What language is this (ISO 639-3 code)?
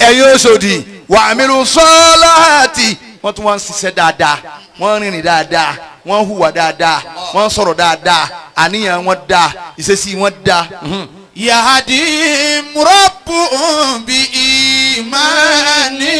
yor